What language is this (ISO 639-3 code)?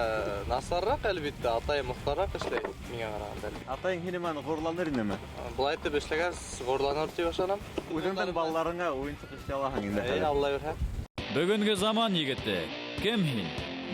bak